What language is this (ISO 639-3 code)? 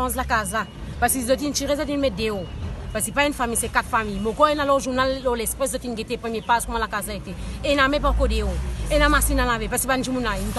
mfe